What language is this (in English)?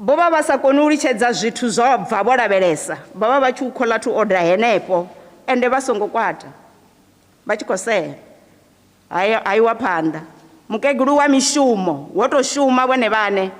Venda